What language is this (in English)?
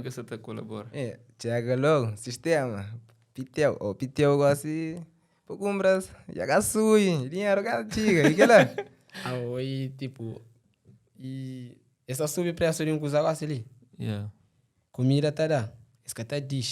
Kabuverdianu